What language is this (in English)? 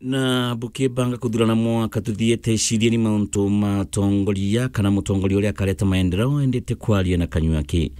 Meru